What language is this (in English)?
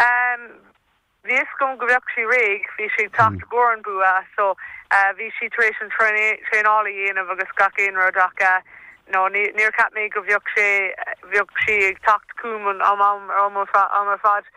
Irish